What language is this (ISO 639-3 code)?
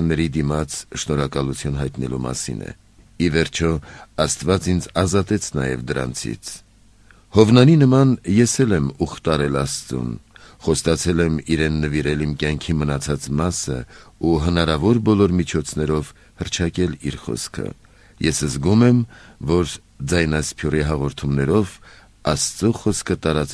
hye